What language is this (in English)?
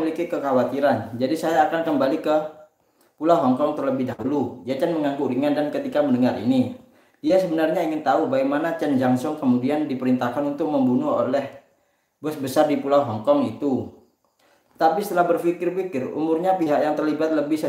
Indonesian